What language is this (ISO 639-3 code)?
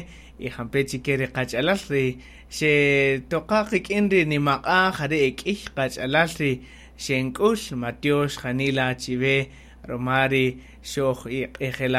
cak